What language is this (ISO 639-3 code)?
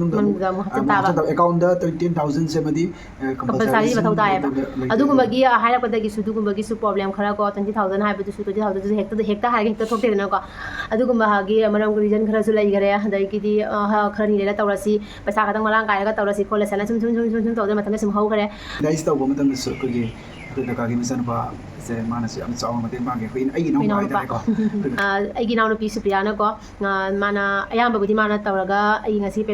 mni